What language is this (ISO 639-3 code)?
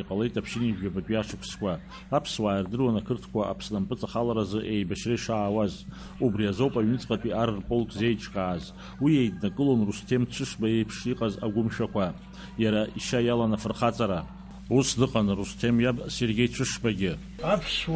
abk